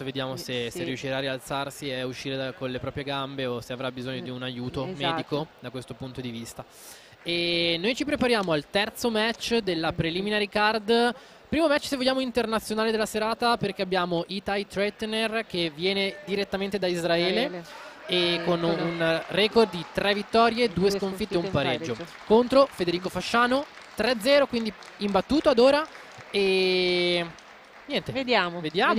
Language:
Italian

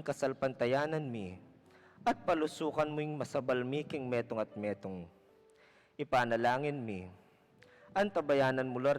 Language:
Pampanga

